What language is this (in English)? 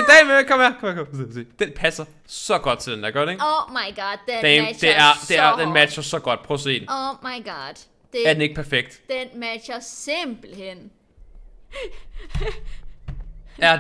Danish